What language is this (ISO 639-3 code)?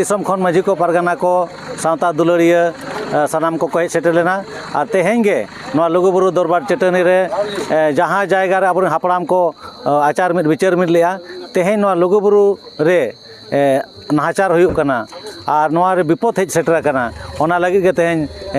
sat